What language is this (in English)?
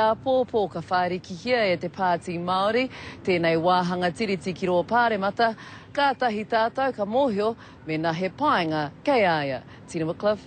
Māori